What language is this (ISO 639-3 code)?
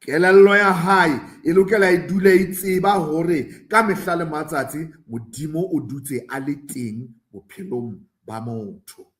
sot